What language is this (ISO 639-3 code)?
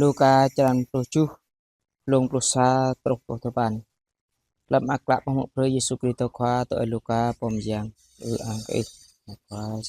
jra